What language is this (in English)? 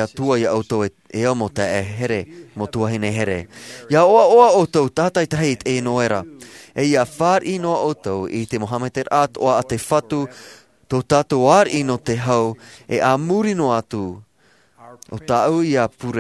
Tahitian